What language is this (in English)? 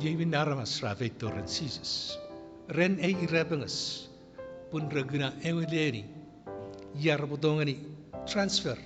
Chuukese